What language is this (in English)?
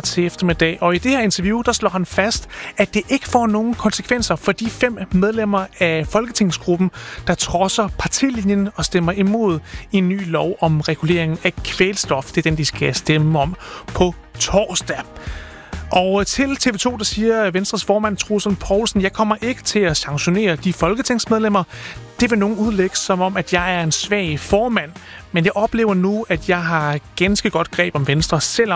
Danish